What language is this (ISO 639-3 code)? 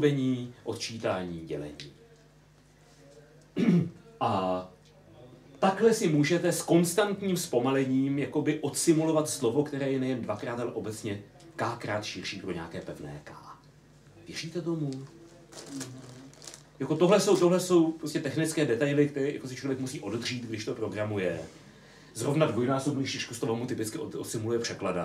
ces